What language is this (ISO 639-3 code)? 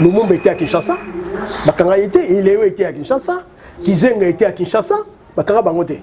lin